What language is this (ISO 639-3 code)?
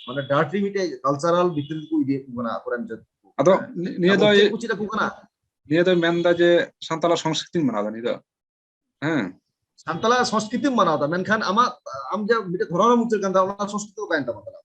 sat